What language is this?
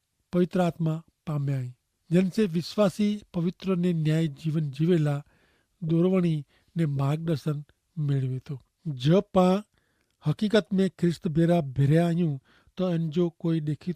Kachhi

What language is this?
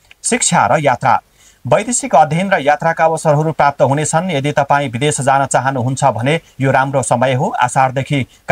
Nepali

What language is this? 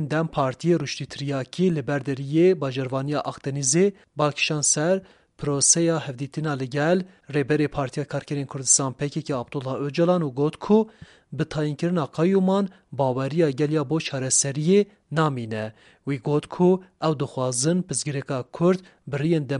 Kurdish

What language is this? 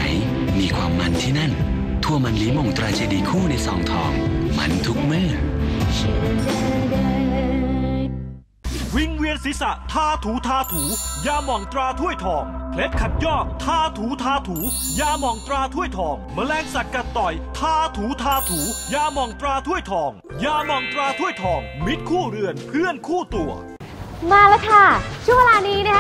Thai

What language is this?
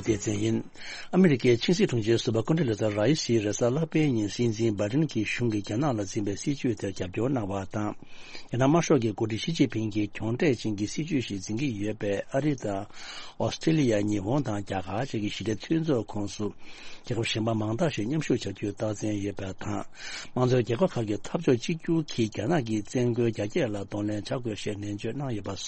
Tibetan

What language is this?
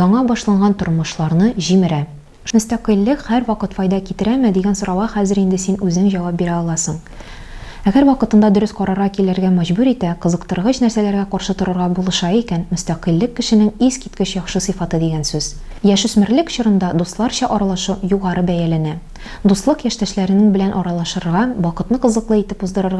Tatar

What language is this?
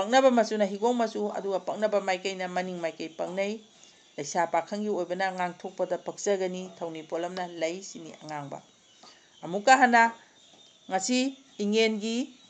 Manipuri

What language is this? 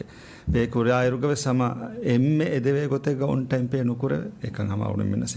Divehi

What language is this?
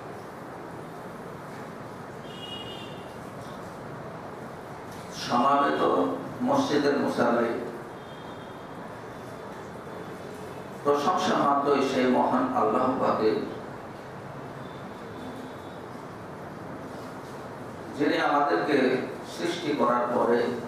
Bangla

